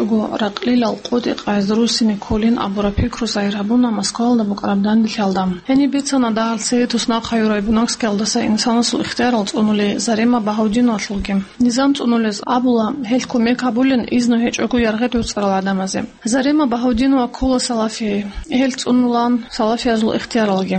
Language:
Avaric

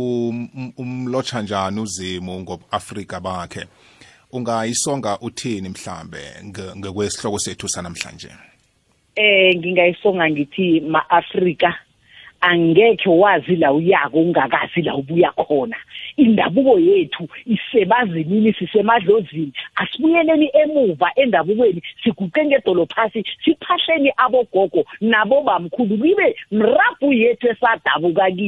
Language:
South Ndebele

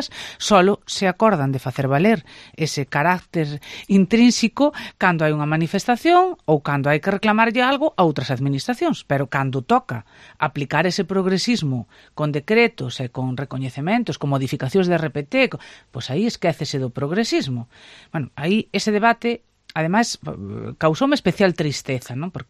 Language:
Galician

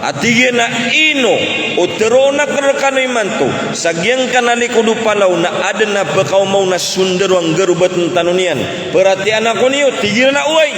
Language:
Maranao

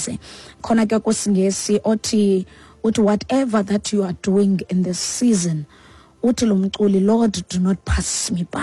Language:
Xhosa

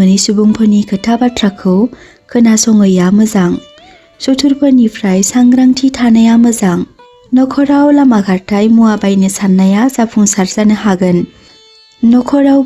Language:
Bodo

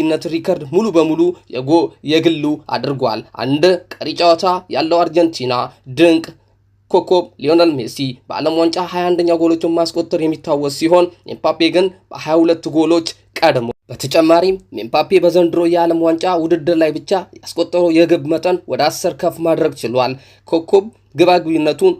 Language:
Amharic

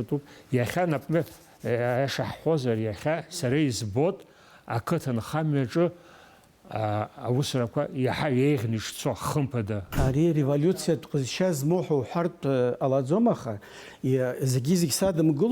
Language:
Abkhazian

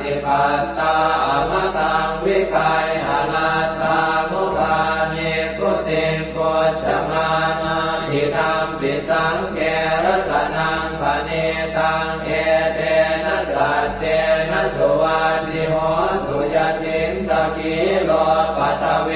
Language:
Pali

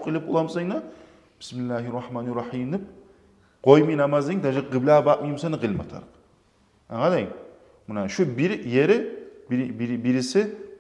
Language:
Kumyk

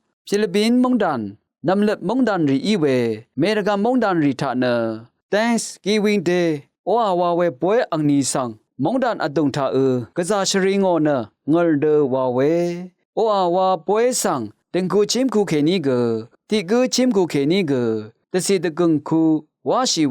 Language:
Rawang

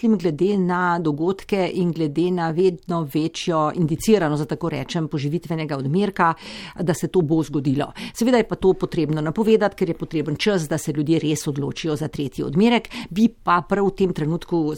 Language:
Slovenian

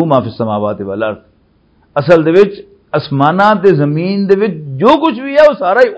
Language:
Western Panjabi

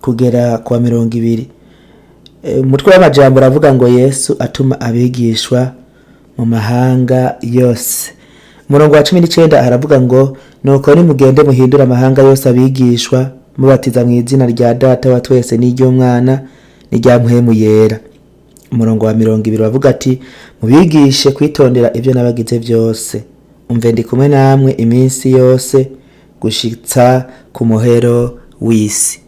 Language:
Rundi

